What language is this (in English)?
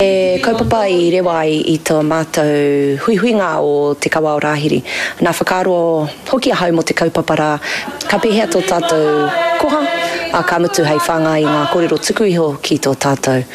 Māori